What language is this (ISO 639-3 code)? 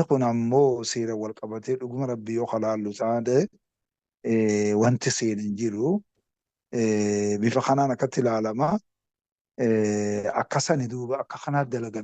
orm